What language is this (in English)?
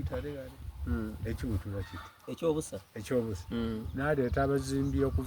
Soga